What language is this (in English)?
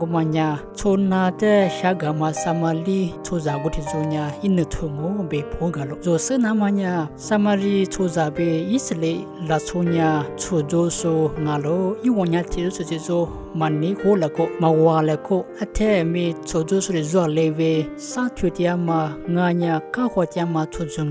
Lisu